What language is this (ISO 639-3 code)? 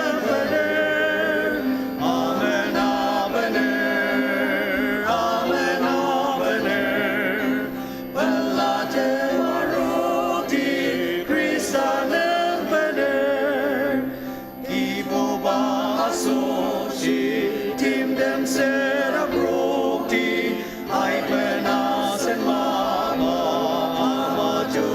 njo